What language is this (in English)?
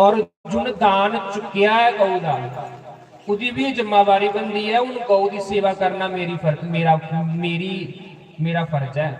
Dogri